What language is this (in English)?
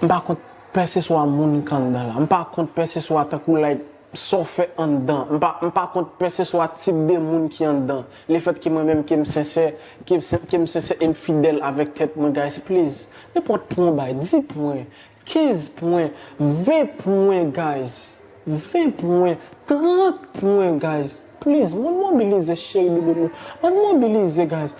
Haitian Creole